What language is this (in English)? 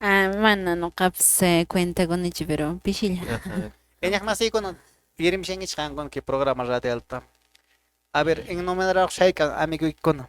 Quechua